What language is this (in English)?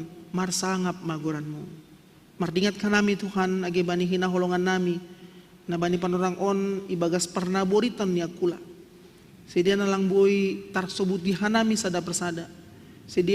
Batak Simalungun